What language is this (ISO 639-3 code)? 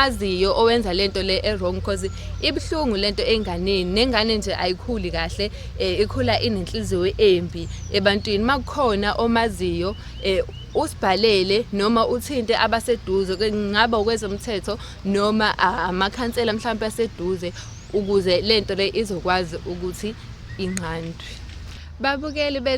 zul